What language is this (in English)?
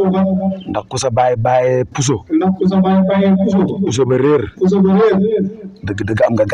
Wolof